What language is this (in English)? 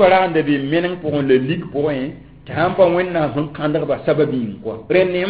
Mossi